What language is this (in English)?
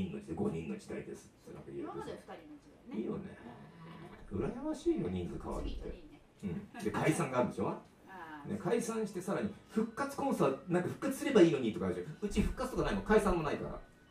Japanese